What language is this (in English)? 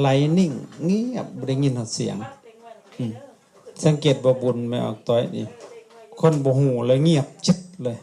Lao